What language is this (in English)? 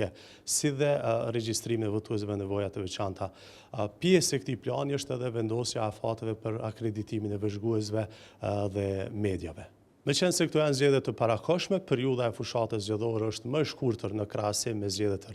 Albanian